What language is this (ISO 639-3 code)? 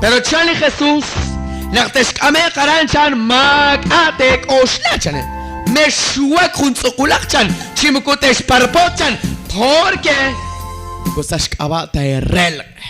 kek